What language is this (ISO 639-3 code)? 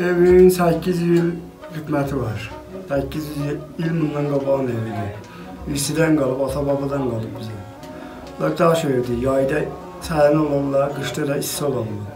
azb